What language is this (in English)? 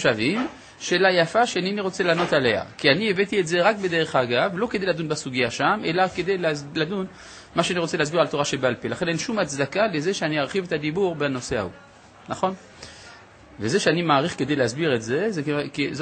Hebrew